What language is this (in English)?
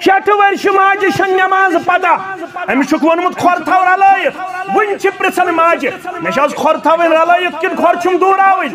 Kashmiri